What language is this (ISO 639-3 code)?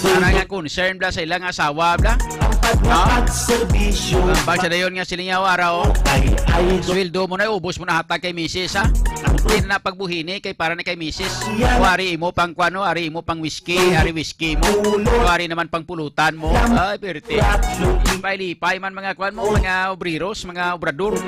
hil